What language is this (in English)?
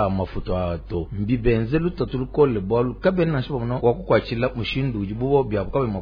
Luba-Lulua